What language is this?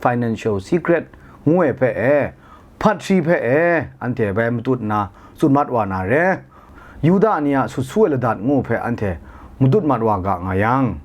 Kachin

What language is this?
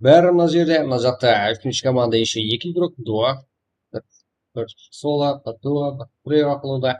Kara-Kalpak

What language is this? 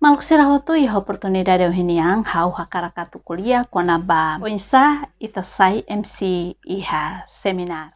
Tetum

